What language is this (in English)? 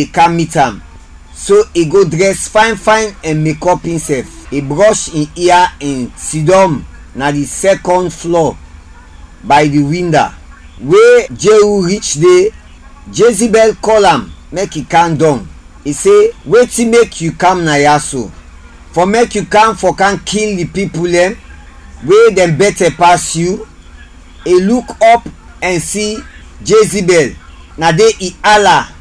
Krio